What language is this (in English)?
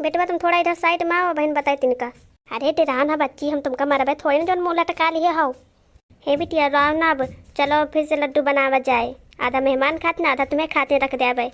Awadhi